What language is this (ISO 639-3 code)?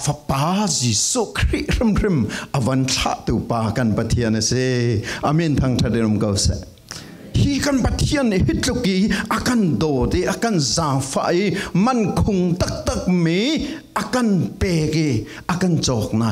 cfm